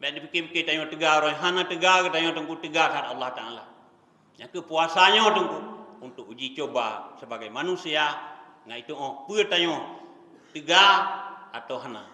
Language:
Achinese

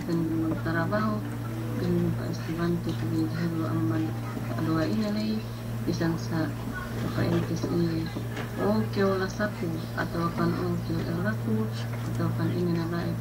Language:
Yakan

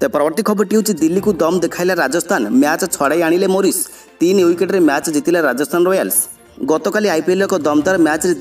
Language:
Odia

